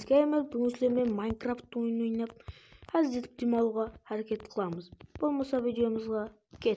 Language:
Kara-Kalpak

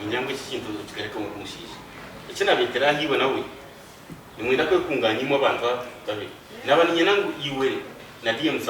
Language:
Nyankole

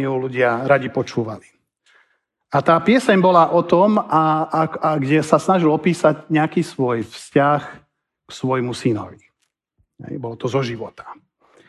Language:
Slovak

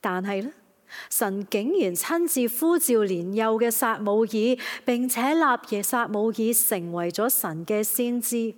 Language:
Cantonese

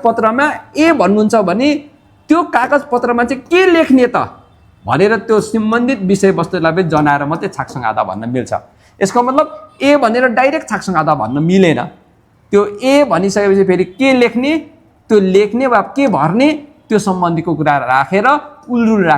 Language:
Nepali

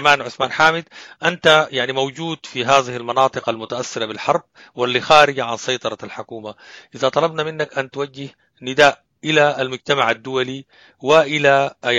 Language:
Sudanese Arabic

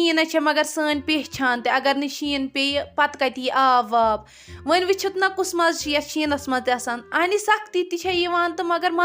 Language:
Kashmiri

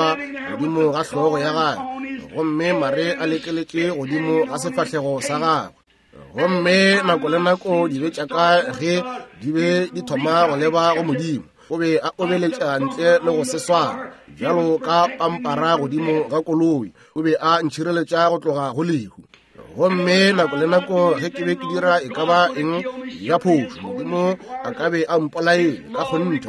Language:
Northern Sotho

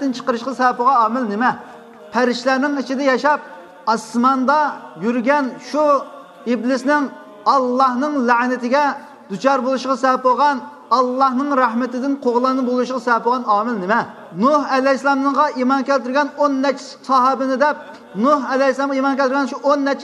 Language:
Uyghur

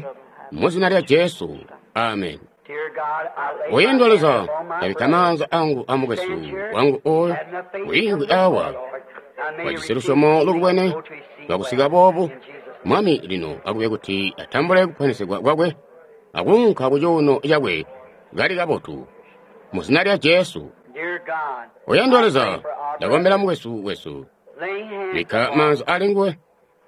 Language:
Tonga (Zambia)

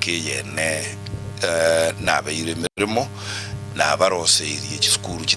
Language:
Gusii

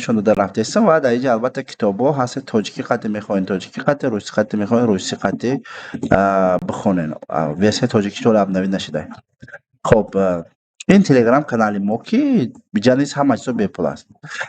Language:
Tajik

